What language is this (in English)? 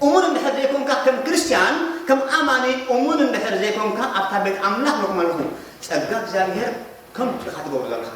Tigrinya